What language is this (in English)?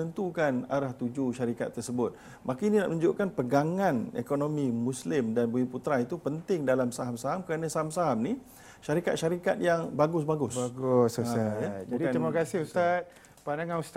Malay